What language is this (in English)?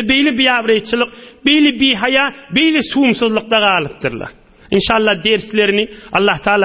Turkmen